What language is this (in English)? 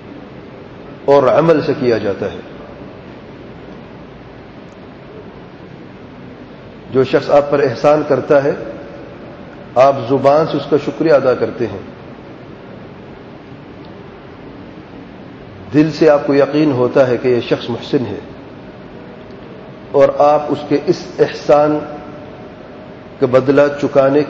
Urdu